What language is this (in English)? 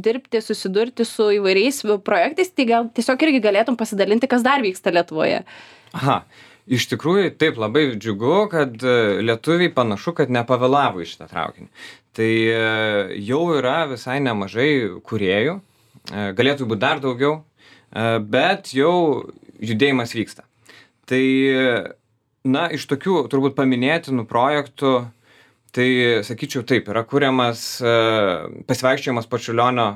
Lithuanian